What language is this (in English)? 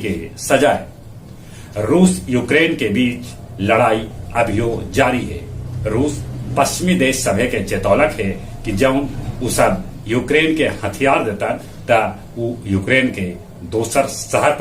Magahi